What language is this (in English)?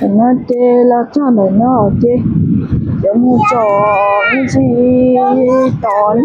Hmong